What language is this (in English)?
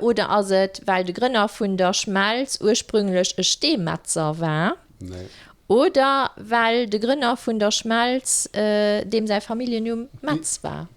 Luxembourgish